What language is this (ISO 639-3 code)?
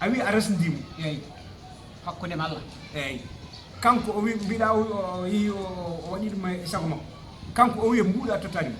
ful